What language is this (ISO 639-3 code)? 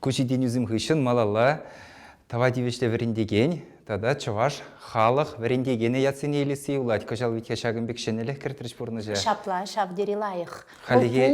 chv